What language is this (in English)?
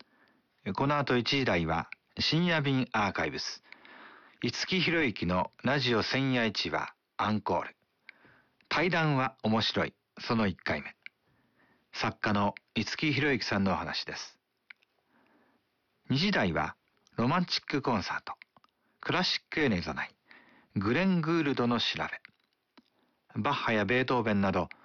Japanese